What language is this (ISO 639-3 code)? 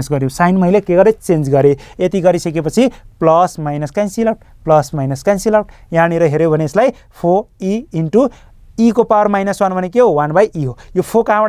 nep